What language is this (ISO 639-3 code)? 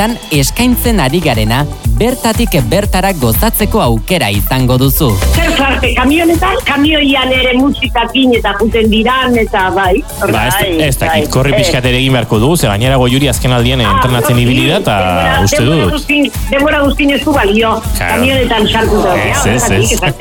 eus